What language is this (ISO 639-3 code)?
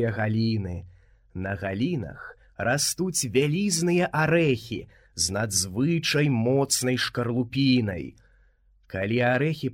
bel